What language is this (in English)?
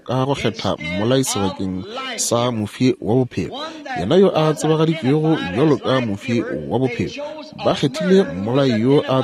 Northern Sotho